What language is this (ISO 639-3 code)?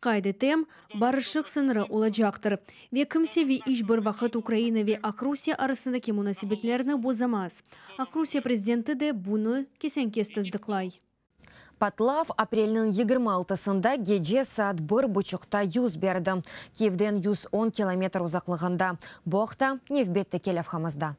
crh